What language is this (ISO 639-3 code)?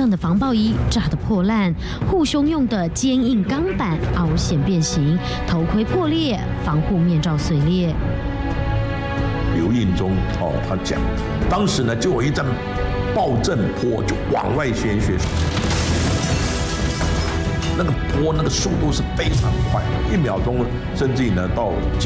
zho